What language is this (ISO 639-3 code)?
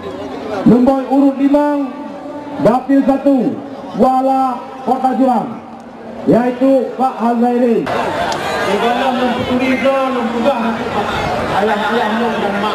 ace